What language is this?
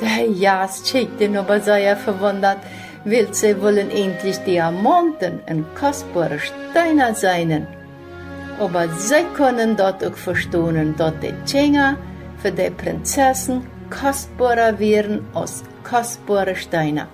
Plautdietsch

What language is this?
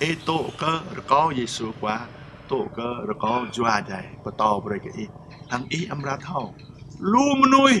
Jarai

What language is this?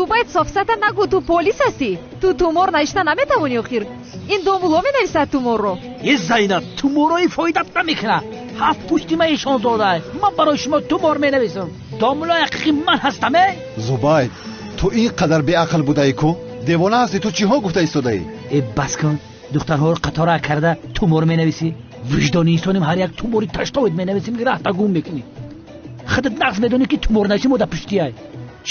Tajik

